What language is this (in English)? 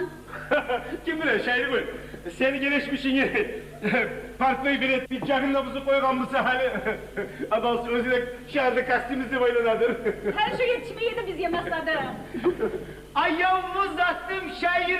Kumyk